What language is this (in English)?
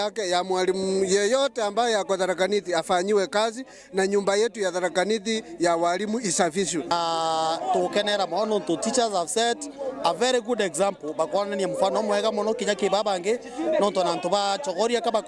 Meru